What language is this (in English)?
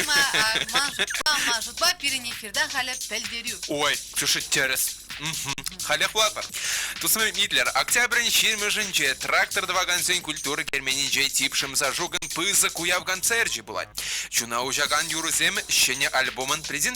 Chuvash